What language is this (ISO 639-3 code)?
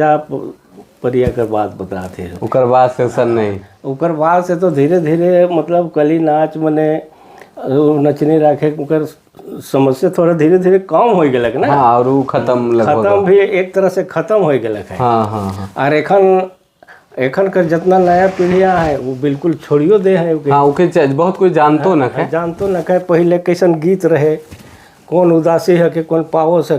sck